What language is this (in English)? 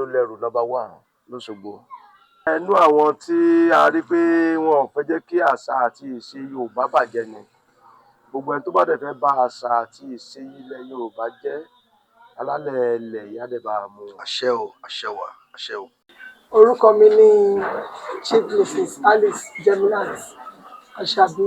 Yoruba